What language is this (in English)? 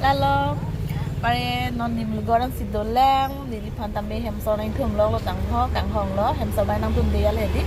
Karbi